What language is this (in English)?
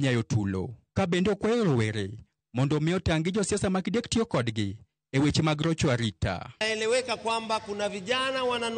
Luo (Kenya and Tanzania)